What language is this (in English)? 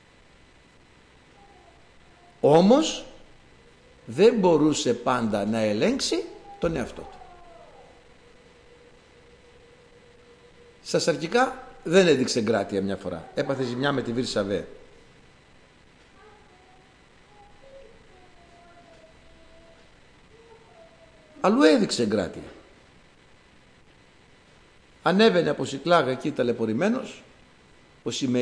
Greek